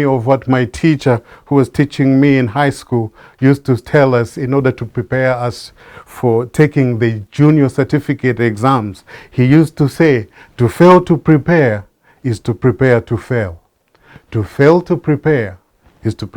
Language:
English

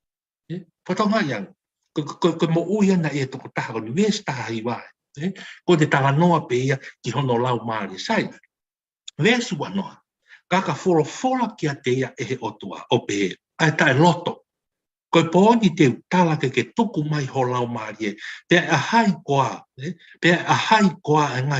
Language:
Tongan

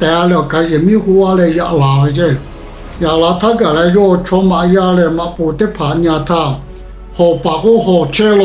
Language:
Lahu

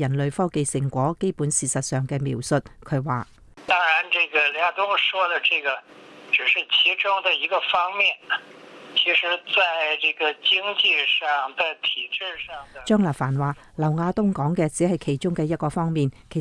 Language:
Cantonese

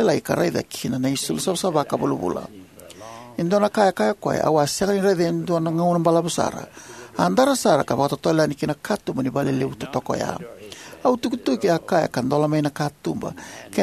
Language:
Fijian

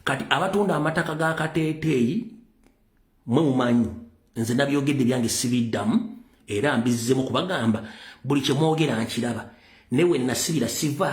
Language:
Ganda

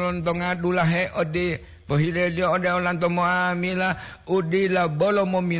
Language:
Gorontalo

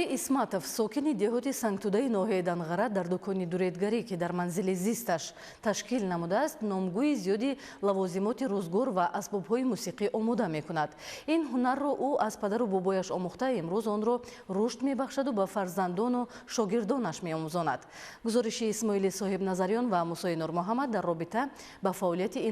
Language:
Tajik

